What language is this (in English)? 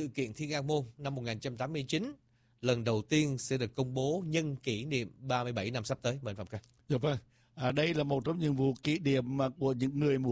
Vietnamese